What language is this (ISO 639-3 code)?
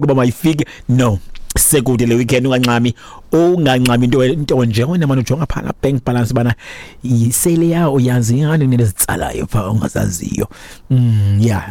xho